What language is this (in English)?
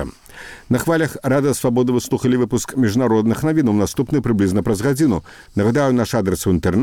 Belarusian